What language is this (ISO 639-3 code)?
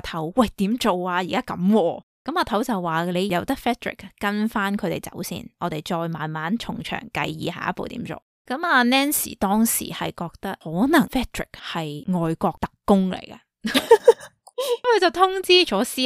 yue